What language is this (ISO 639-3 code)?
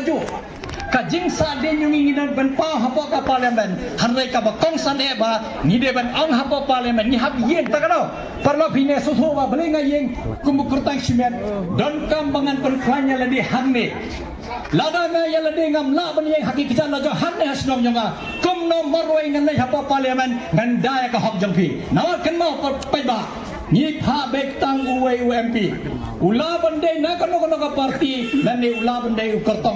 kha